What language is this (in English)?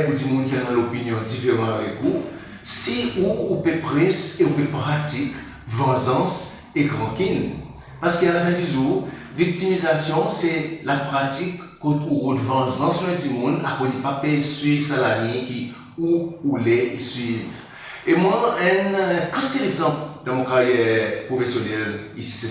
Seselwa Creole French